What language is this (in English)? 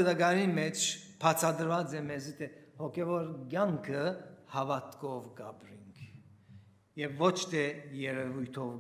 Western Armenian